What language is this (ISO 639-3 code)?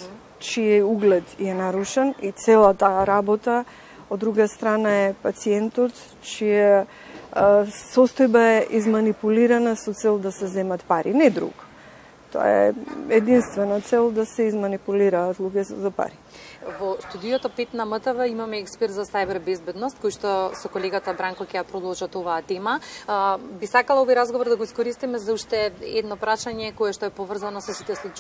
mkd